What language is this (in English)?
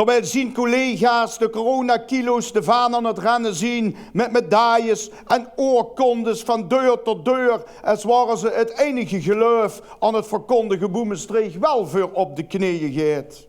Limburgish